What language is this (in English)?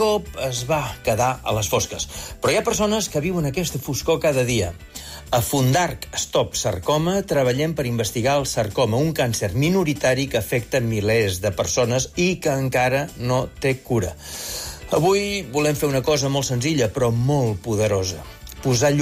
Catalan